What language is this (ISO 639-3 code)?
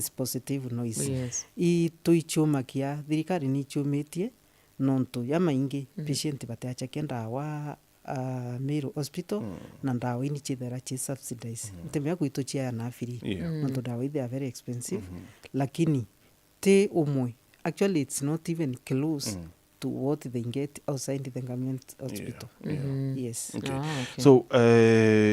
mer